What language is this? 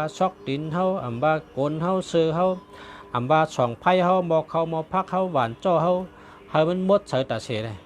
Shan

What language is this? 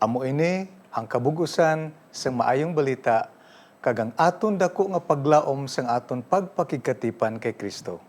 Hiligaynon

